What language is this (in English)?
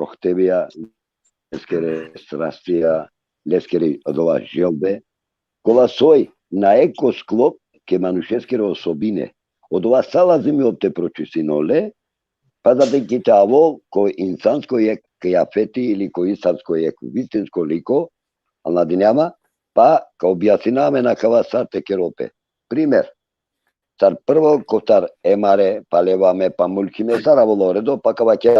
Balkan Romani